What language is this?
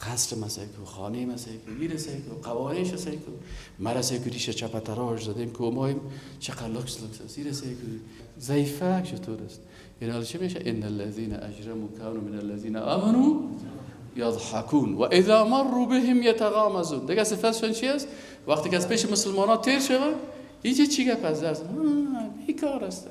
Persian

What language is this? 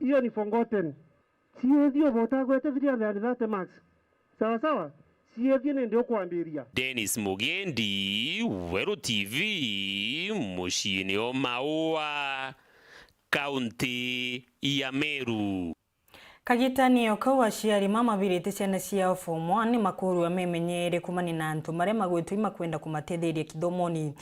Meru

